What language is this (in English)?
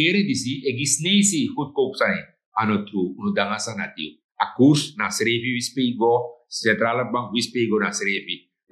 Sranan Tongo